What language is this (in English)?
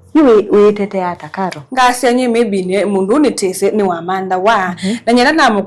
Kamba